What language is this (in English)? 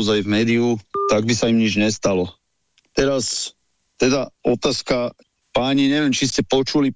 Slovak